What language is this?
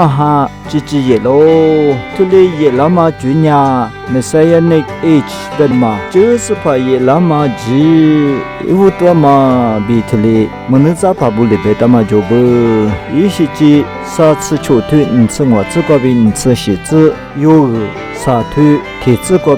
Lisu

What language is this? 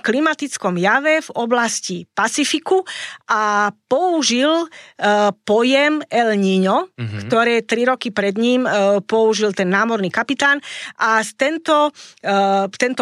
Slovak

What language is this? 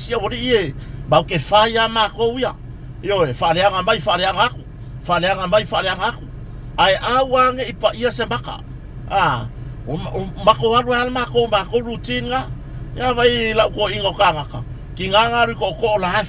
Samoan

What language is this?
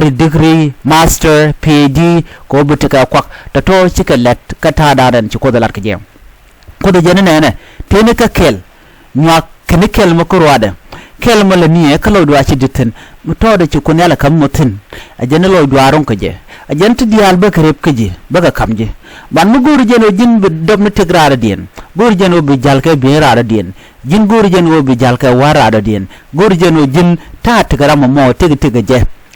Nuer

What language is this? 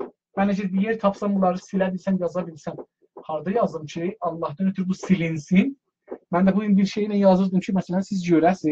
South Azerbaijani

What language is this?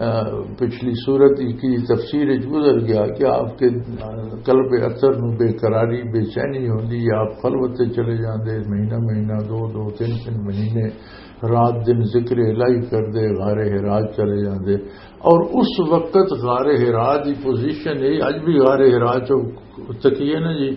Western Panjabi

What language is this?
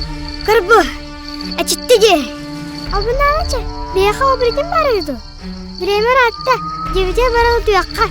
Yakut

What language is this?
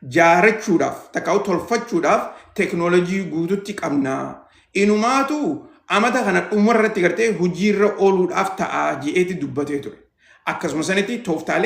Oromo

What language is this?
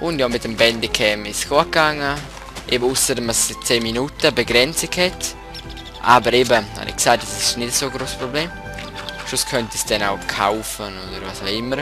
Swiss German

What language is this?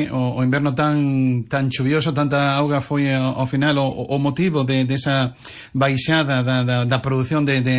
Galician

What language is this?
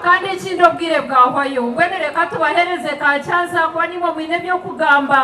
Nyankole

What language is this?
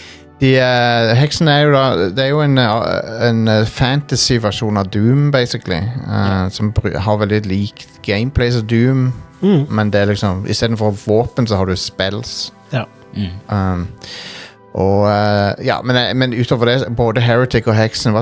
Norwegian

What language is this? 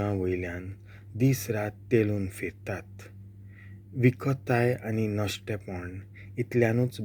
Konkani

